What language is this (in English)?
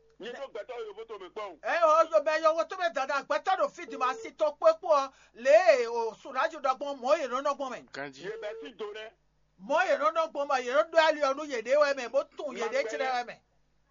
Fon